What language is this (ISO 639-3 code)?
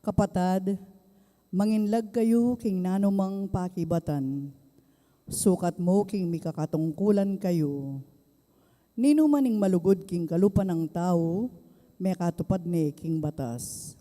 pam